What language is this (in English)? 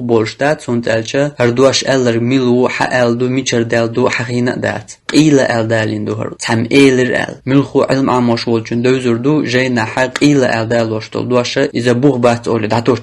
Chechen